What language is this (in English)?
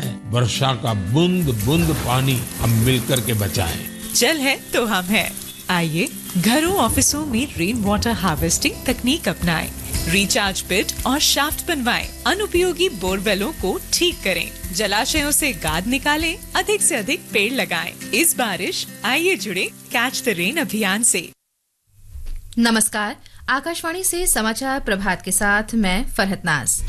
Hindi